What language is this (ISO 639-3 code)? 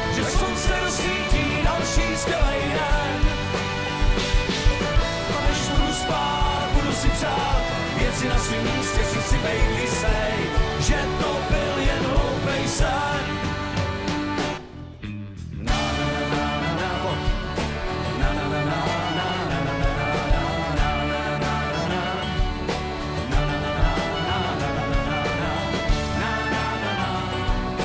ces